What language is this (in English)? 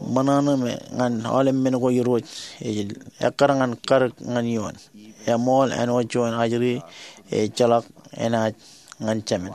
Marshallese